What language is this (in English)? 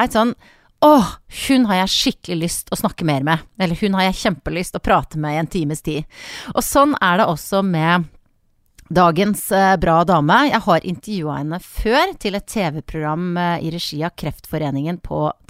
Norwegian